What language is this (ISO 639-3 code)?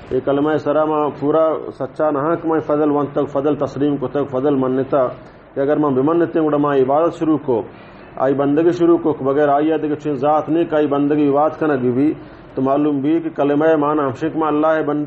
bal